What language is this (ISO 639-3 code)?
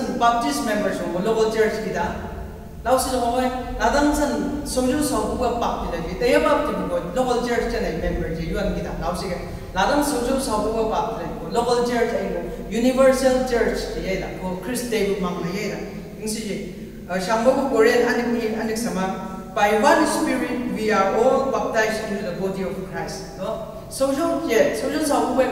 nbc